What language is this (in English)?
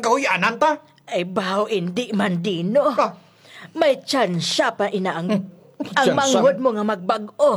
Hiligaynon